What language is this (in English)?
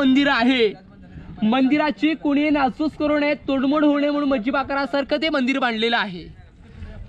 Marathi